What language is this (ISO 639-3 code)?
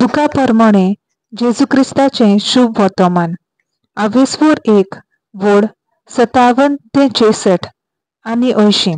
kok